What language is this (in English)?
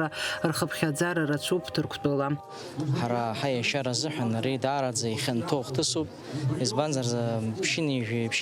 Abkhazian